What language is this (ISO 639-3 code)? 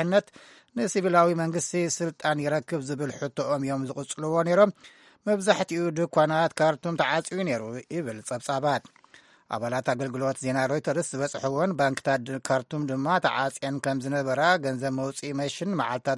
tir